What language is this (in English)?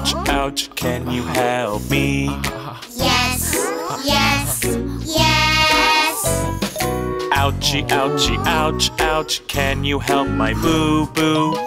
Korean